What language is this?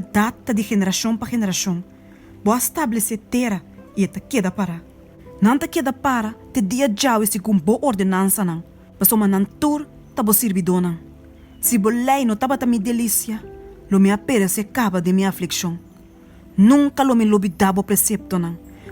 Papiamento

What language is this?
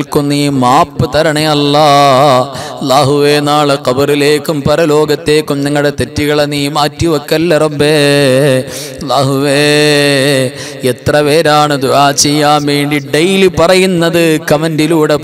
Malayalam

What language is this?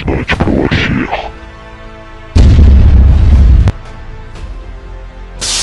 Russian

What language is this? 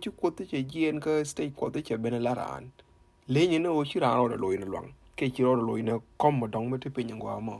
Nuer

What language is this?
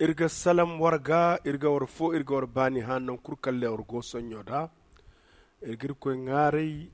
Zarma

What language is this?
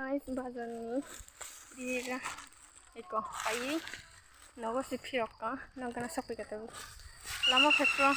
Kok Borok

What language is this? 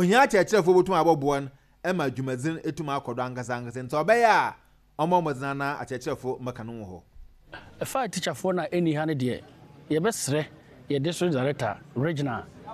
Akan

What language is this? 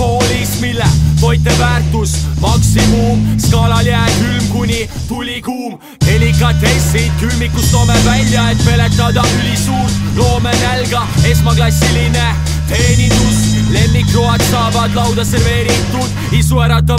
Estonian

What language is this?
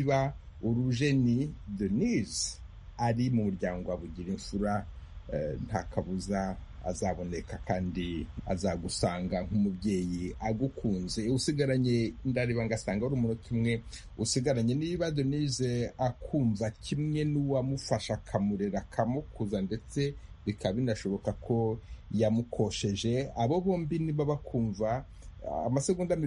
Kinyarwanda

